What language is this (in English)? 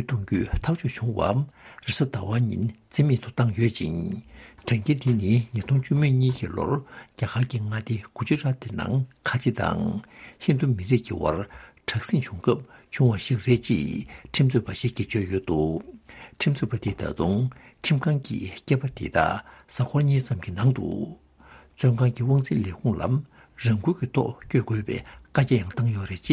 Tibetan